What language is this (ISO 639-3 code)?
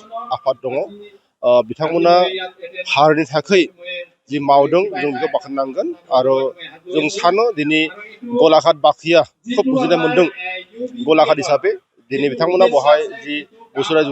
brx